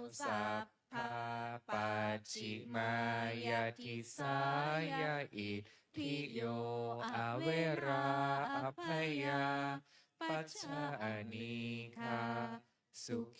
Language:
Pali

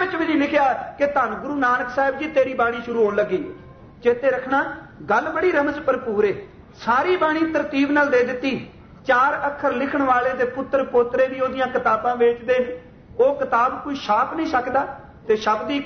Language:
Punjabi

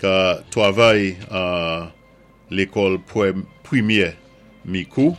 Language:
Saint Lucian Creole French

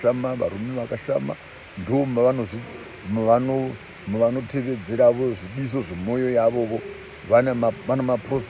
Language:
Shona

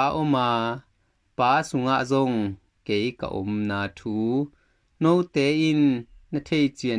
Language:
Tedim Chin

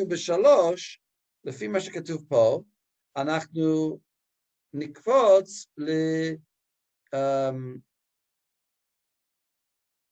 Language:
Hebrew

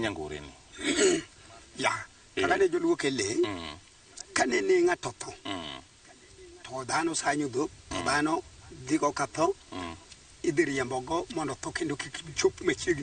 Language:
Luo (Kenya and Tanzania)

